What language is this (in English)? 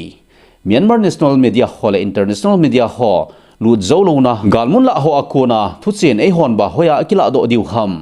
Thado Chin